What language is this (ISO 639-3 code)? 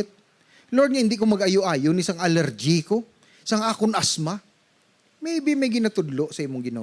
hil